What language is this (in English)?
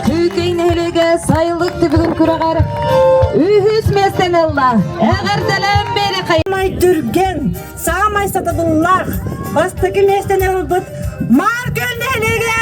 Yakut